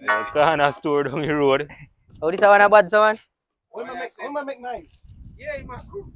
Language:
Jamaican Creole English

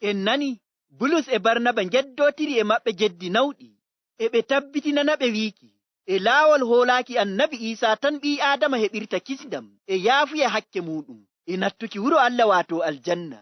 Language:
Fula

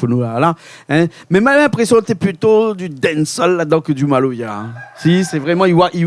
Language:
Réunion Creole French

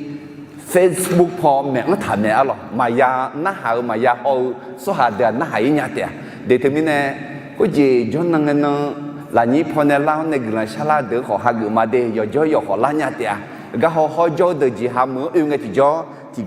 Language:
Akha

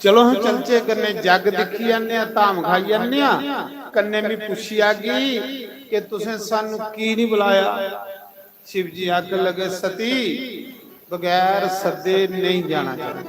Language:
Dogri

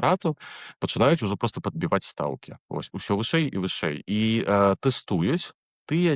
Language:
Belarusian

